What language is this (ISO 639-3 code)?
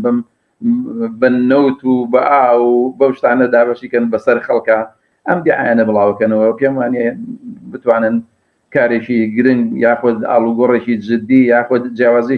ckb